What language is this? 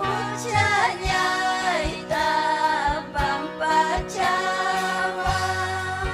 Ayacucho Quechua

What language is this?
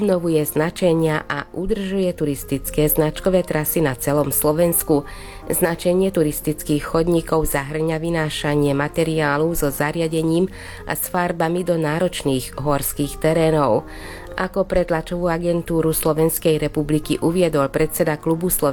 Slovak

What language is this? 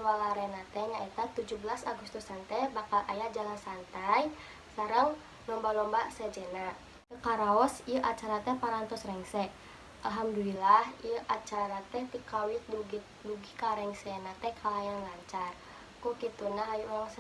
Sundanese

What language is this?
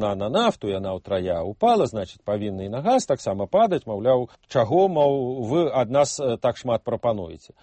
Belarusian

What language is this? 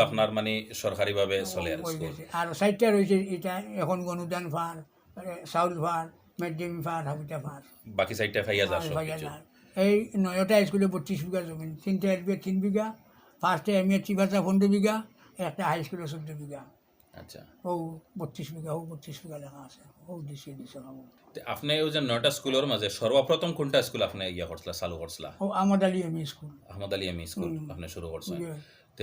Sylheti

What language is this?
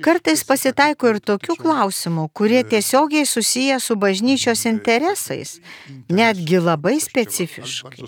Lithuanian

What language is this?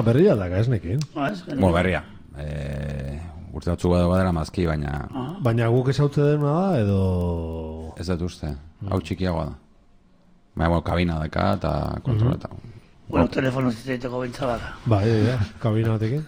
Basque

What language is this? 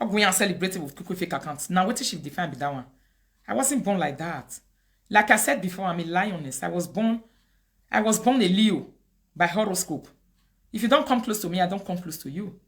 Nigerian Pidgin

